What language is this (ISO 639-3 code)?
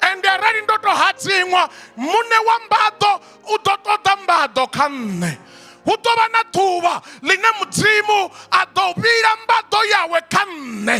ven